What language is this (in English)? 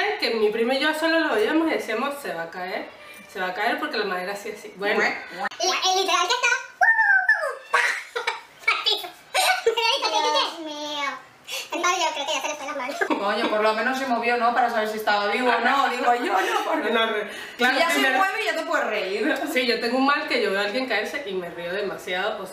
Spanish